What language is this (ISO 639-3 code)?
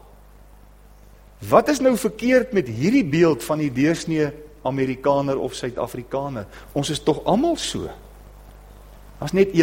afr